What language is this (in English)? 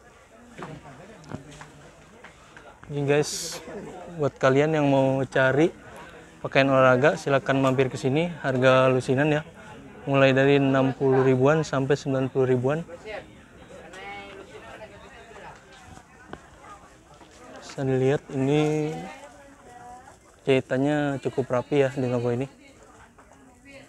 Indonesian